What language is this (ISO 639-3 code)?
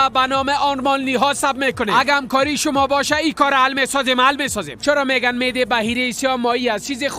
fas